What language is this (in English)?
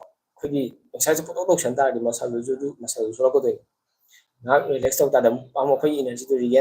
Manipuri